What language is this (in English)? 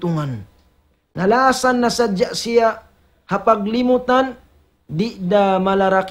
Tausug